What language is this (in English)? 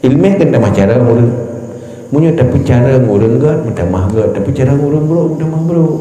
Achinese